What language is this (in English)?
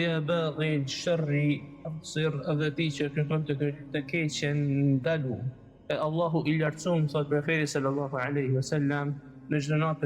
Albanian